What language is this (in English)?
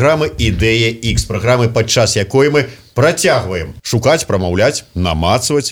Belarusian